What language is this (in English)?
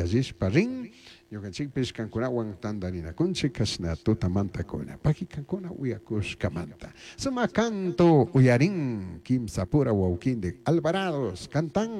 Chimborazo Highland Quichua